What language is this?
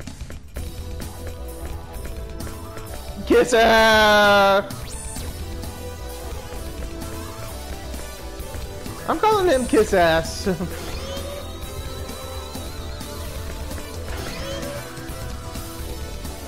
English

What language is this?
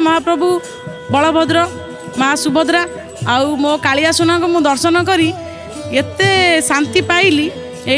Odia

